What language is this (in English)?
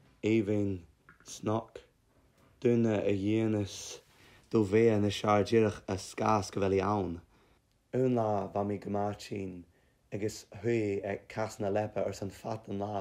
Scottish Gaelic